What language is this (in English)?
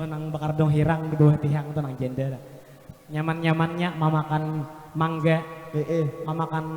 Banjar